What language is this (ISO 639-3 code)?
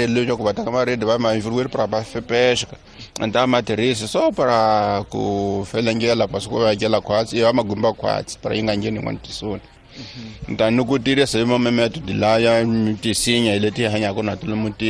tso